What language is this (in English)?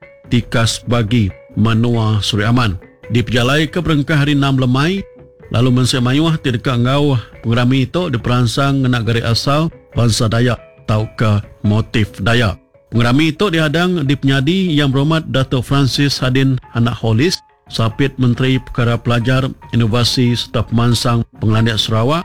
Iban